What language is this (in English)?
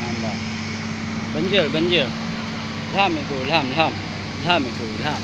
Achinese